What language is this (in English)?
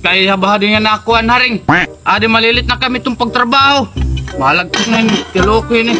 Waray